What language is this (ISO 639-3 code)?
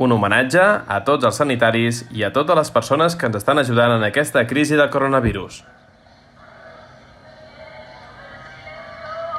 cat